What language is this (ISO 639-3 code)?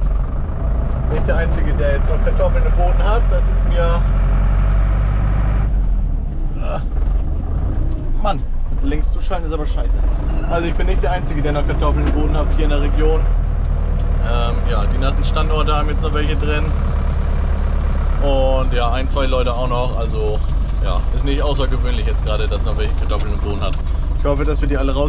deu